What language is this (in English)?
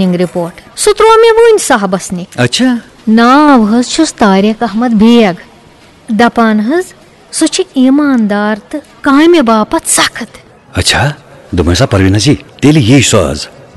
Kashmiri